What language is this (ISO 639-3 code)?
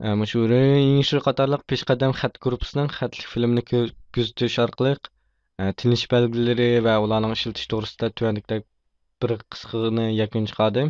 uig